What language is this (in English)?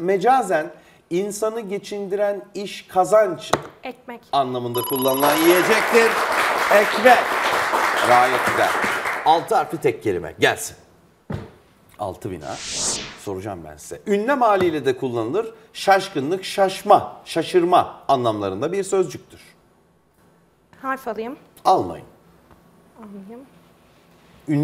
Turkish